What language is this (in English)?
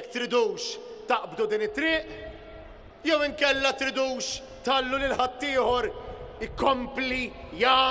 Maltese